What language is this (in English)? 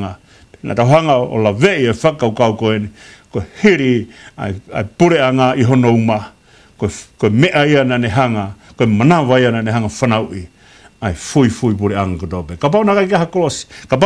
Tongan